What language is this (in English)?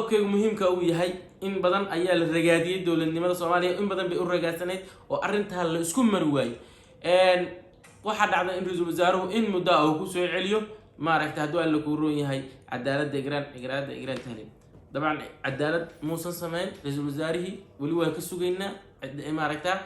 Somali